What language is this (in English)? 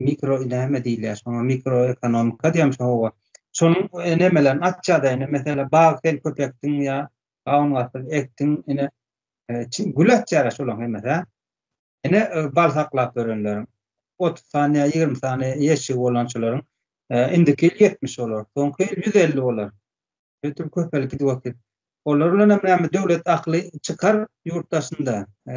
Turkmen